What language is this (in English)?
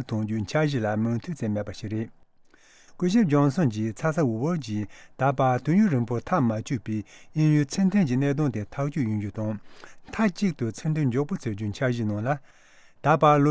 Tibetan